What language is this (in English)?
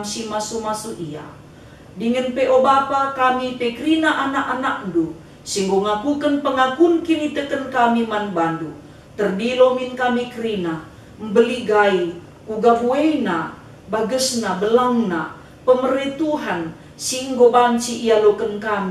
Batak Karo